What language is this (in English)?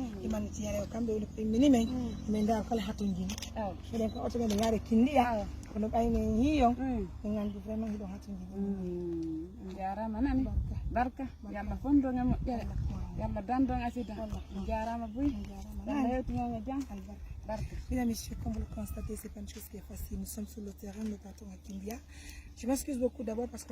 Fula